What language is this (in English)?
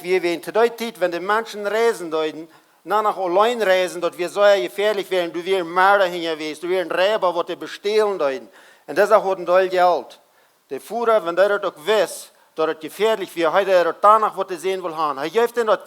Plautdietsch